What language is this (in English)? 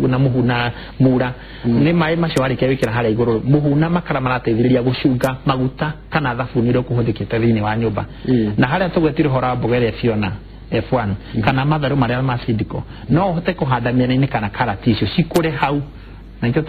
Kikuyu